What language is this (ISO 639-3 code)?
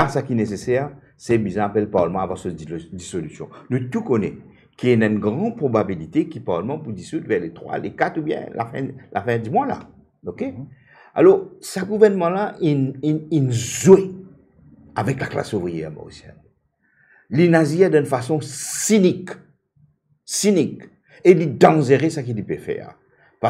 mfe